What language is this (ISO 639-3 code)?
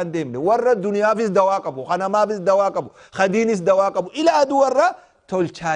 orm